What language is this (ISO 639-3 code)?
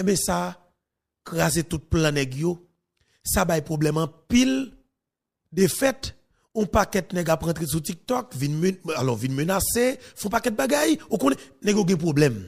hat